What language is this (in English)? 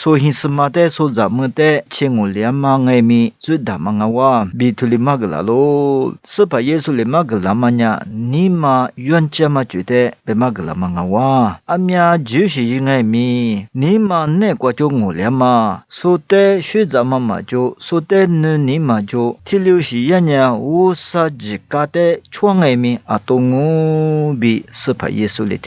Lisu